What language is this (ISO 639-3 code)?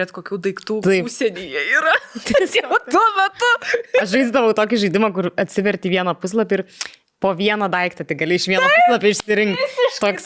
lit